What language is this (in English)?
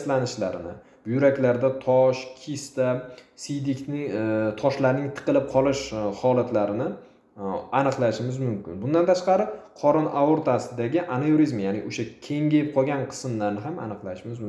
Uzbek